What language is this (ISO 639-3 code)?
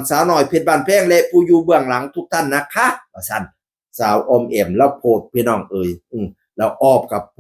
tts